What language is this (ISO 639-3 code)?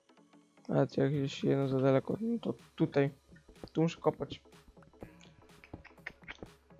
pol